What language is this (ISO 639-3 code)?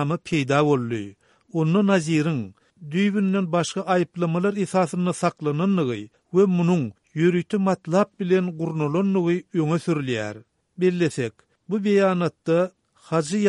tuk